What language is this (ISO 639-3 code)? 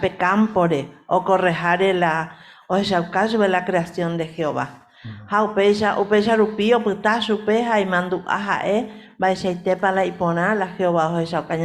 grn